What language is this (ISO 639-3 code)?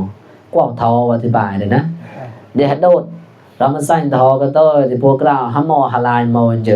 mnw